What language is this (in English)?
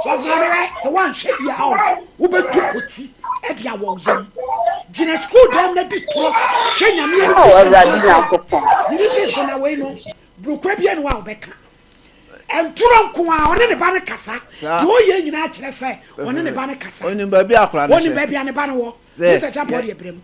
Akan